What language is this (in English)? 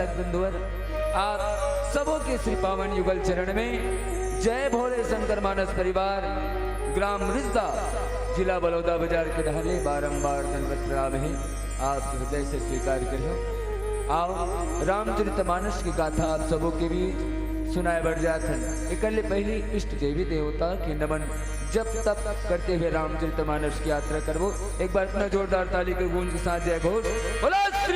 Chhattisgarhi